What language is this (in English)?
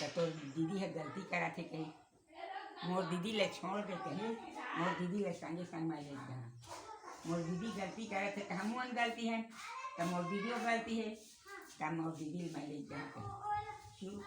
Chhattisgarhi